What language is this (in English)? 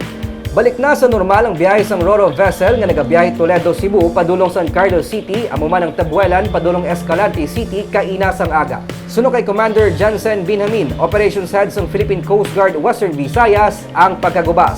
Hiligaynon